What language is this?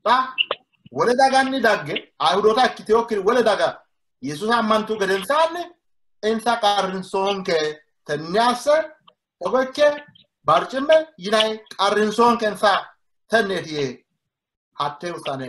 Sidamo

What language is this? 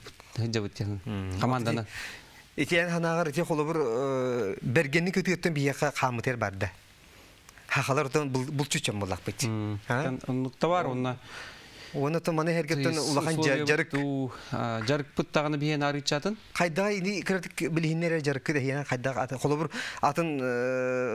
Yakut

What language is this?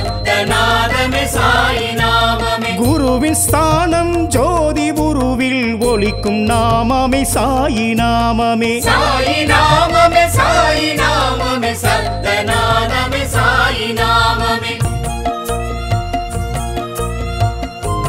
Tamil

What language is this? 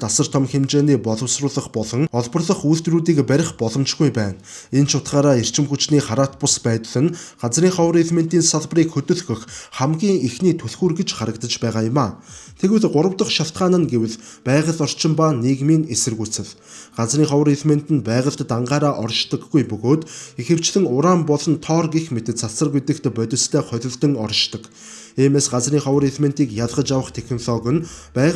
Mongolian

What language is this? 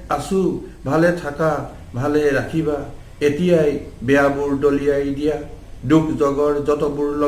Assamese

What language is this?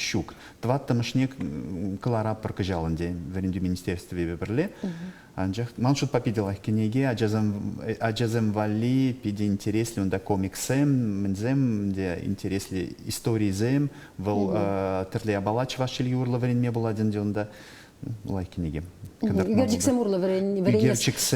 Chuvash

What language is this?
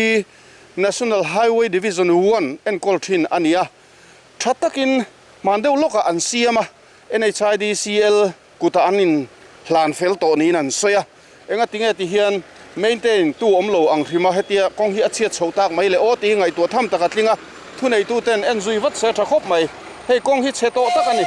Mizo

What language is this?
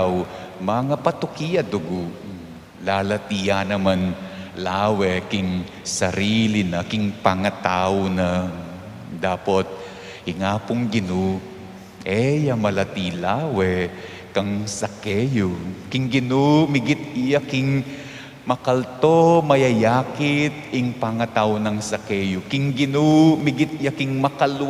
Pampanga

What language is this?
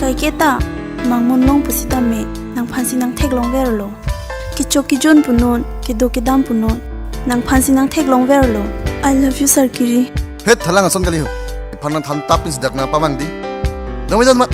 Karbi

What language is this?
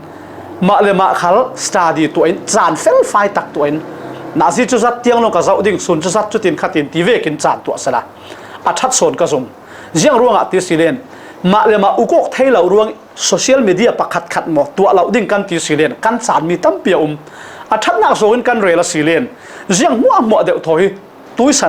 Falam Chin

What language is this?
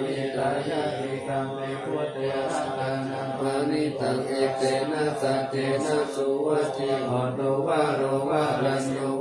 Pali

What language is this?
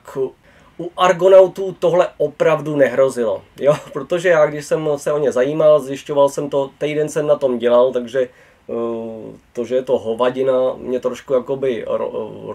Czech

